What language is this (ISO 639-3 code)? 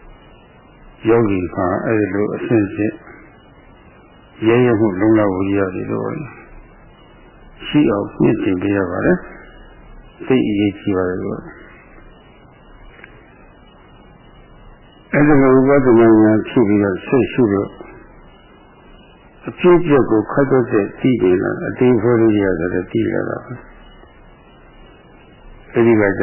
mya